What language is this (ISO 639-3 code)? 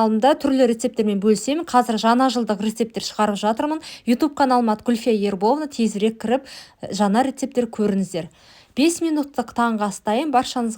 kaz